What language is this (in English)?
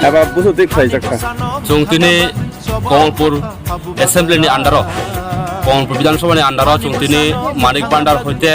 Kok Borok